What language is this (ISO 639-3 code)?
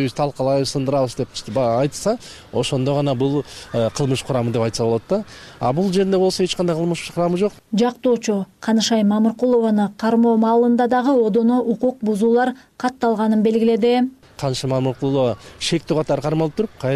kir